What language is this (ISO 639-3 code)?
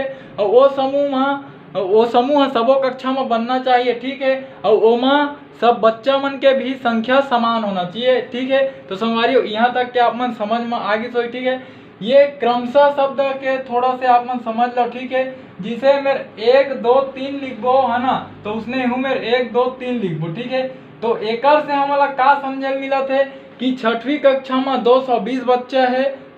hne